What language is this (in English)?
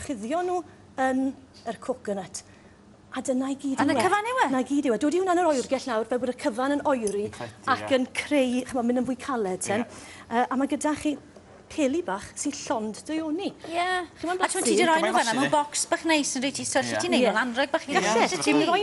Welsh